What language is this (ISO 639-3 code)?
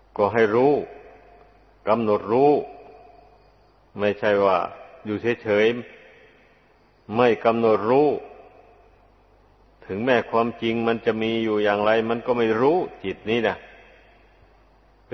tha